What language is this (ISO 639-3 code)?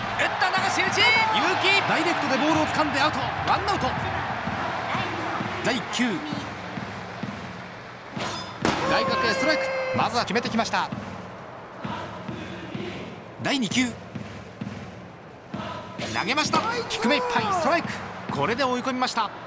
jpn